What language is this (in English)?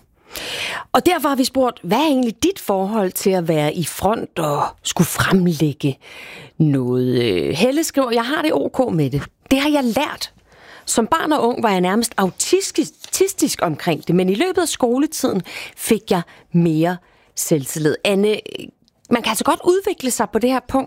Danish